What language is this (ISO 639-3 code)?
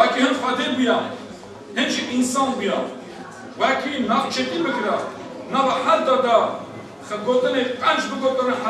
kur